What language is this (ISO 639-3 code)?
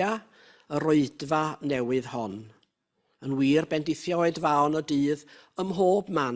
cym